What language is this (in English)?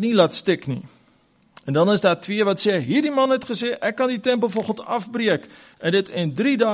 Afrikaans